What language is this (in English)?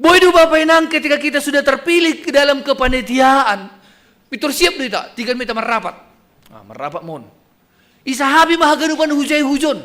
Batak Simalungun